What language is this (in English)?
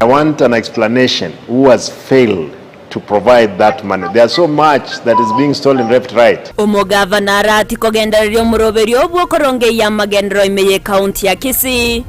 Gusii